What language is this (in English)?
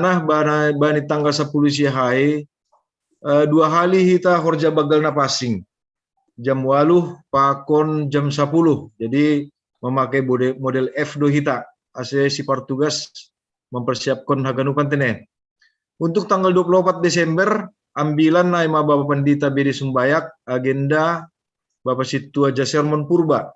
Batak Simalungun